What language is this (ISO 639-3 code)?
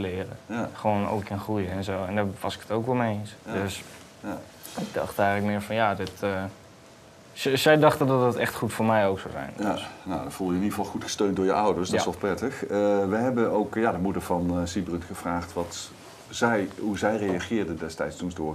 nld